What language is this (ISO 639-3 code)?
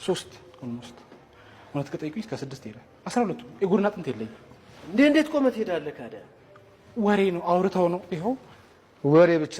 amh